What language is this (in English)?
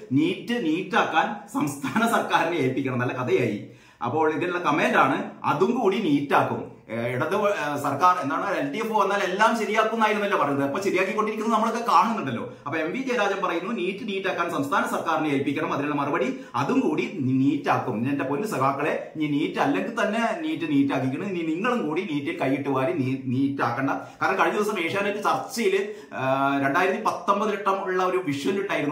Malayalam